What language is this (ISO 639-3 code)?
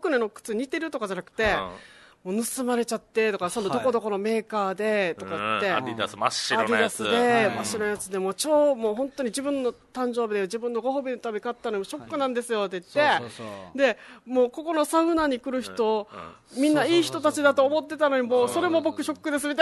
jpn